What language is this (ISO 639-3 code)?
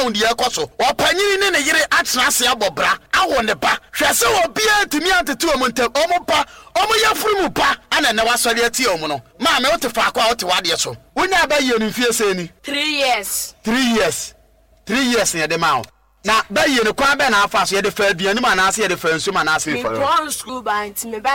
aka